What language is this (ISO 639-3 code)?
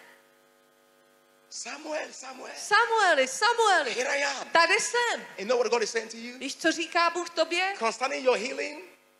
ces